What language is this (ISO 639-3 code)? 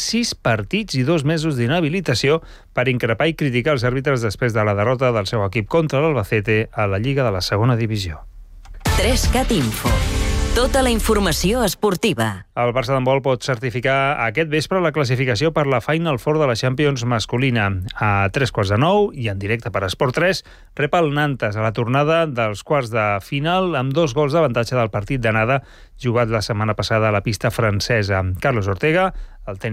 cat